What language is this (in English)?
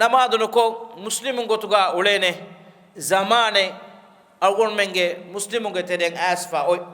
Divehi